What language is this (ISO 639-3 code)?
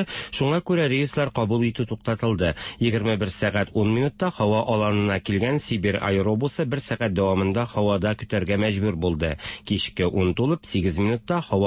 tat